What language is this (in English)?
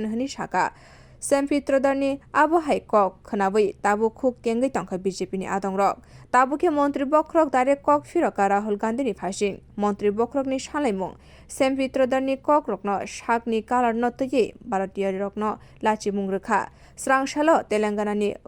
Kok Borok